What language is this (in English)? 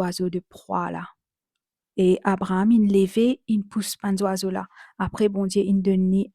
Morisyen